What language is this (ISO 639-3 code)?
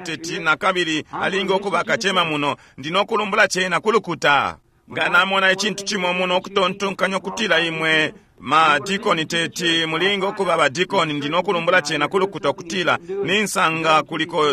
bem